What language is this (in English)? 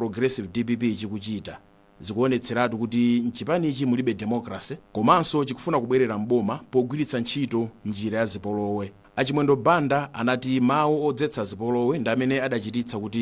Nyanja